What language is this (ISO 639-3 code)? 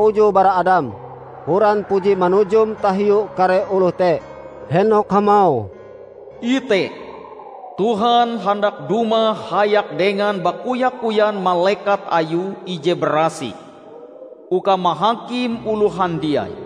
nij